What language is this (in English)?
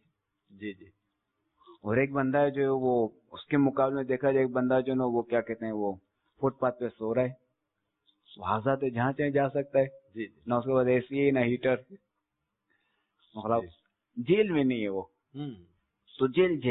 Urdu